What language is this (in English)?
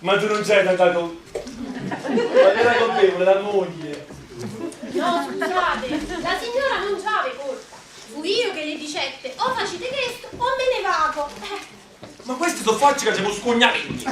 Neapolitan